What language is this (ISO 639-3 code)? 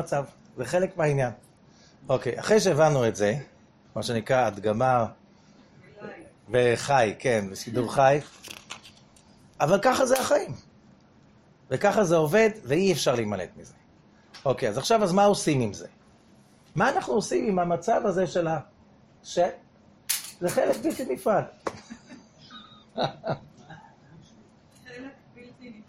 heb